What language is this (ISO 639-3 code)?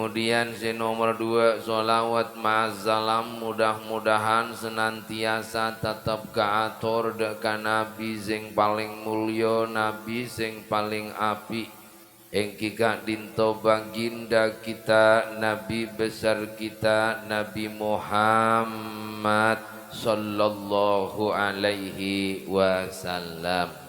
mad